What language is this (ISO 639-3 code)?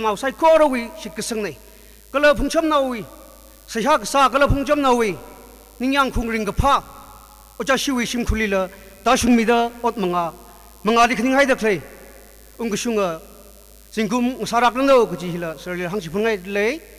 nmf